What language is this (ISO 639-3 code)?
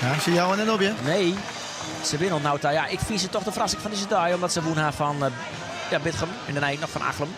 fry